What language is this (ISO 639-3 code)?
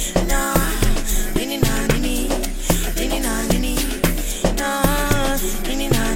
swa